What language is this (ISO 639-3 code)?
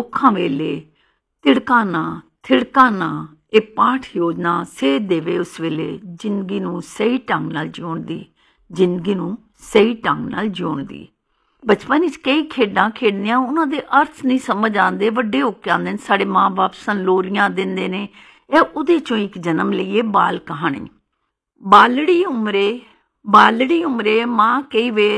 pan